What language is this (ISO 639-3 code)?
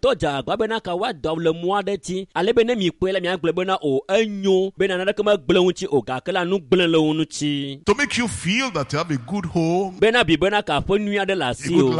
ewe